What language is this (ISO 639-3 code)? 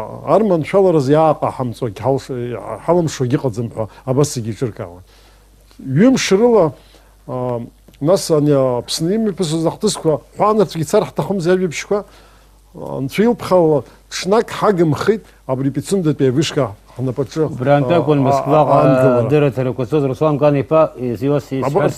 abk